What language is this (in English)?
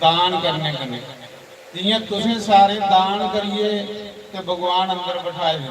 Dogri